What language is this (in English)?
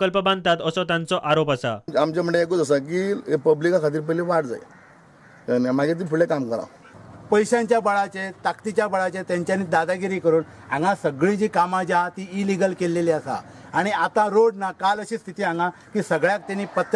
Konkani